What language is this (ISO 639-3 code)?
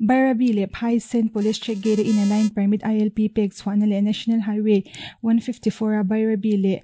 lus